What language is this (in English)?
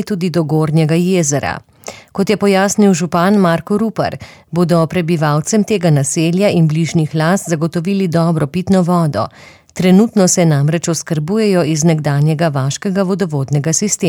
Slovenian